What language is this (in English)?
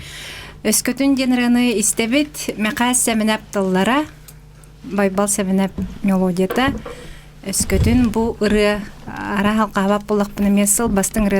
Yakut